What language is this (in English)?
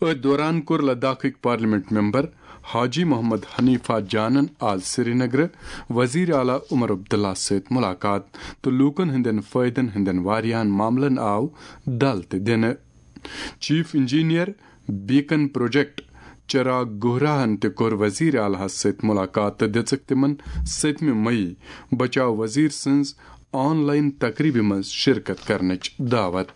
Kashmiri